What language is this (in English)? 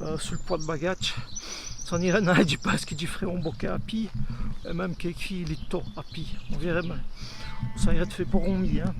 Walloon